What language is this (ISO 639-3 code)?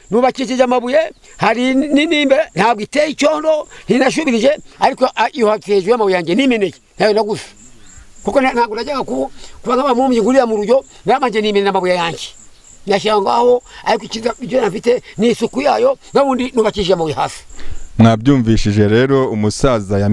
kin